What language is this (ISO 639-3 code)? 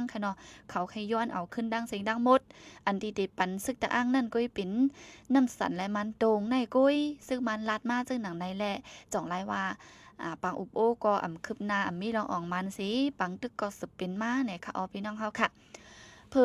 shn